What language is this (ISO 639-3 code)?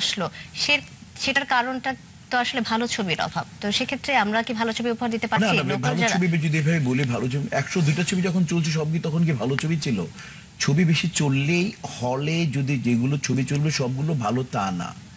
ben